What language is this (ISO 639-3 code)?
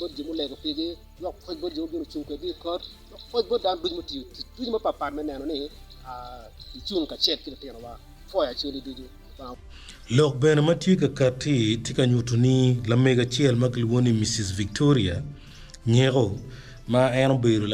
ach